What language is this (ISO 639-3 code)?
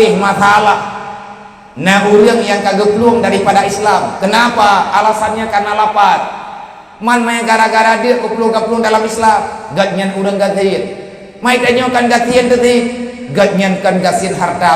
ace